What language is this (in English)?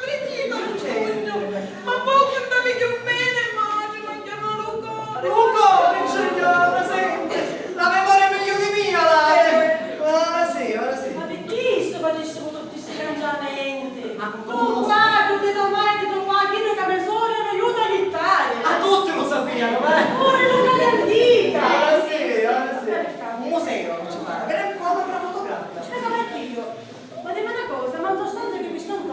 Sicilian